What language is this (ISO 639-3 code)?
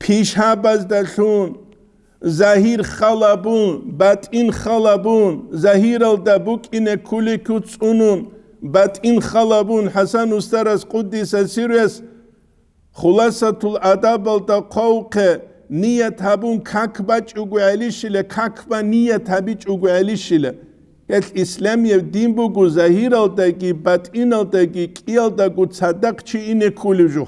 ava